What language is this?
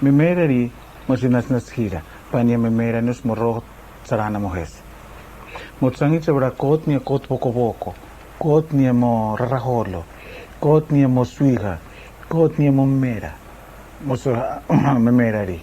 Araki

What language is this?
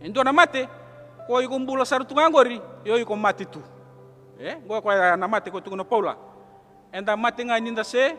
Fijian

